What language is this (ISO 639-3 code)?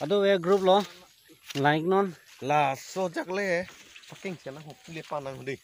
mjw